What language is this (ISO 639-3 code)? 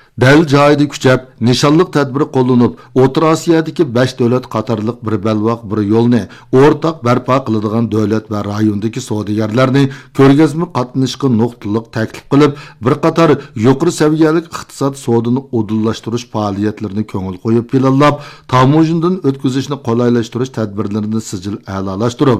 uig